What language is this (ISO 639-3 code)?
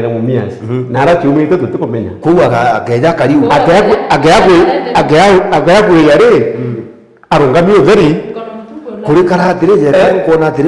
mer